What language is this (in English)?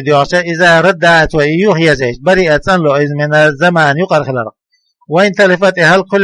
Chechen